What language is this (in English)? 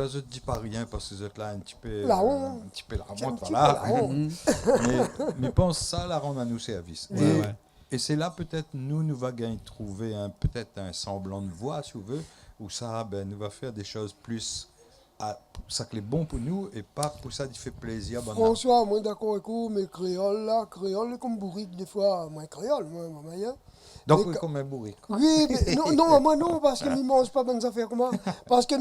Réunion Creole French